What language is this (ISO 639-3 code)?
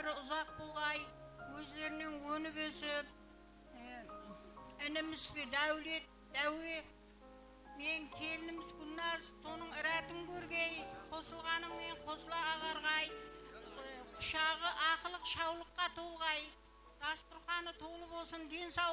kaa